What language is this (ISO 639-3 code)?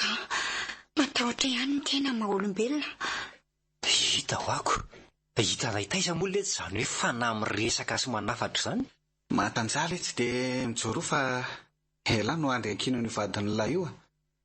mlg